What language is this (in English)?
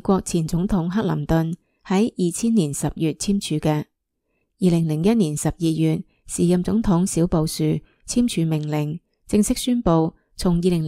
Cantonese